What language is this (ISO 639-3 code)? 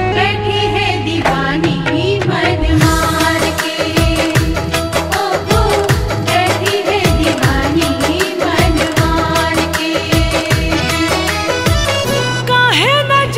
bho